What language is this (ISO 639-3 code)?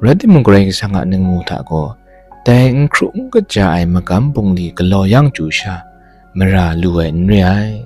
kac